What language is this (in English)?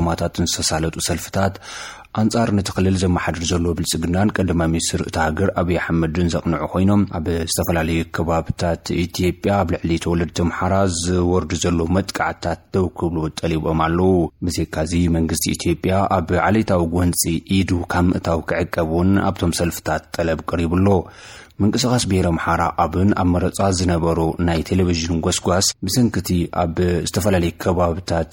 Tigrinya